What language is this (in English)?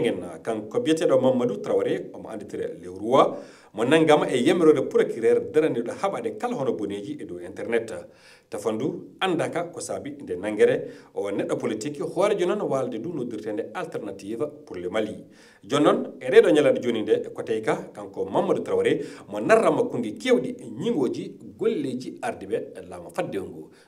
Fula